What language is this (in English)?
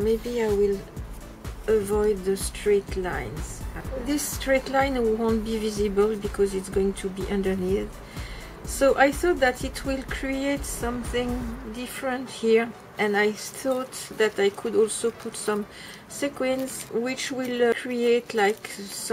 English